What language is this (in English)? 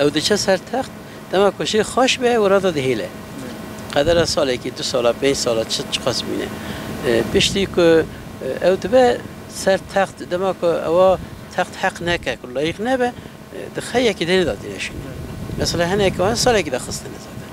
Kurdish